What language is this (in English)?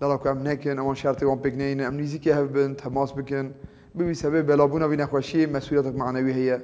Kurdish